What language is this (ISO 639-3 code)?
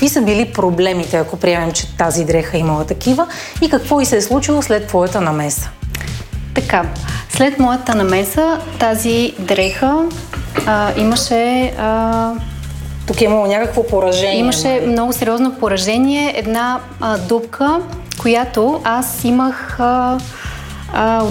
bul